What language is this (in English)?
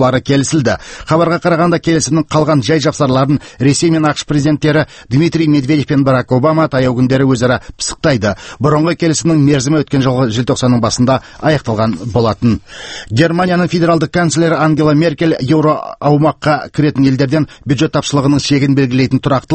Kazakh